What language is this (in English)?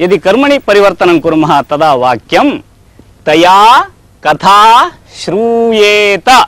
Sanskrit